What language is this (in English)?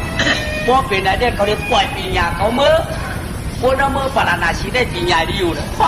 Shan